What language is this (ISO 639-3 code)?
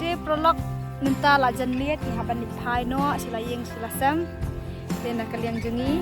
kha